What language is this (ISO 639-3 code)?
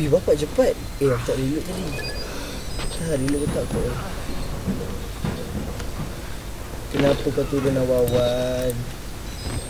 msa